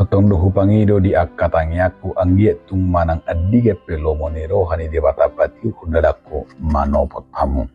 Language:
Batak Toba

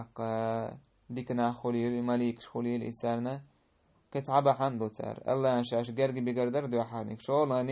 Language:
Chechen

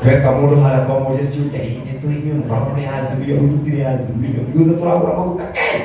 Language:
Kikuyu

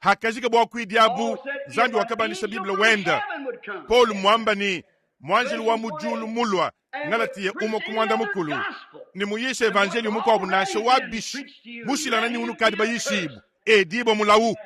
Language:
Luba-Lulua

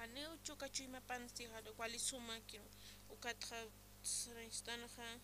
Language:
Aymara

